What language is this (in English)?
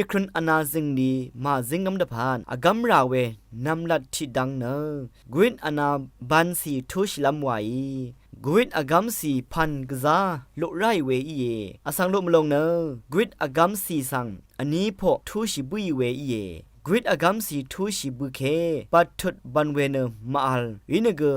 Rawang